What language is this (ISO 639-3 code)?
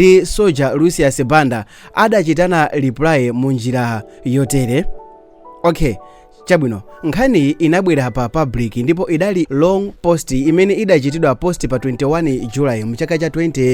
nya